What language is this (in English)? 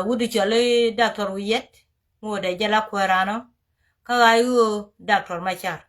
Nuer